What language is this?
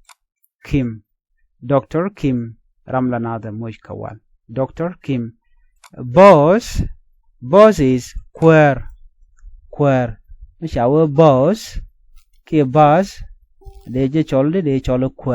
Nuer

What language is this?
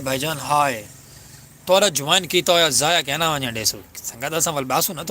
Saraiki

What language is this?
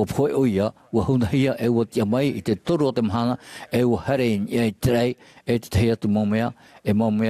Tahitian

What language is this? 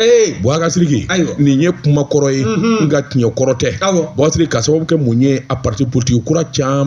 Bambara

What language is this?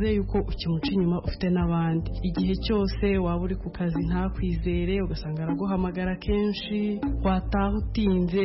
Kinyarwanda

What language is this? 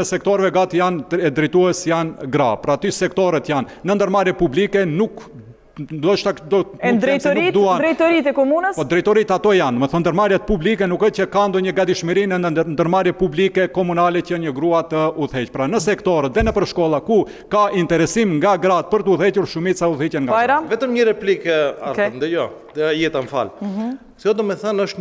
Albanian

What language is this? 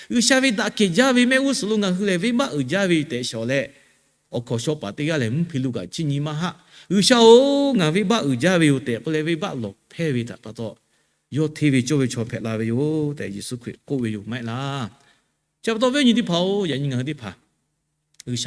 Lahu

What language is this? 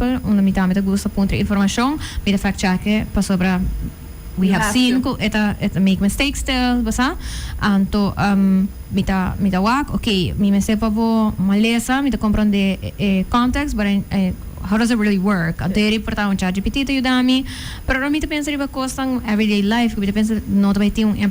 Papiamento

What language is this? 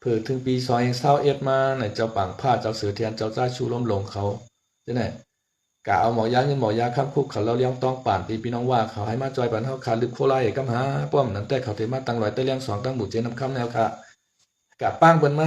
Shan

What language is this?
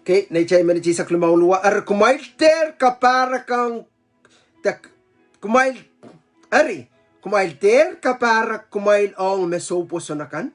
Pohnpeian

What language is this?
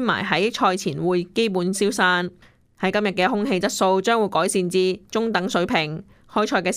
Cantonese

